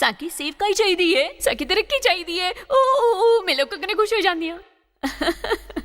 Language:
Dogri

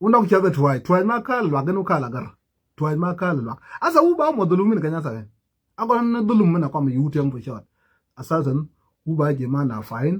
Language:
Nuer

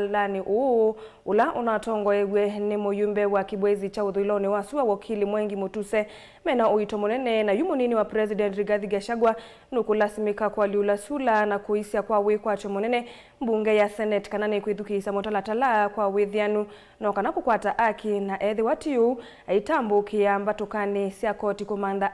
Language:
Kamba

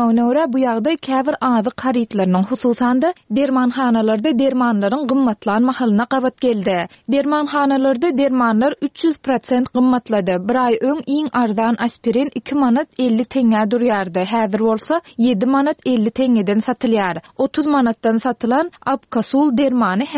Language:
Turkmen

